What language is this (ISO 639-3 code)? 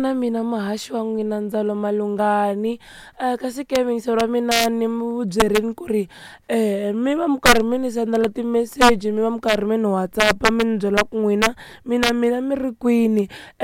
tso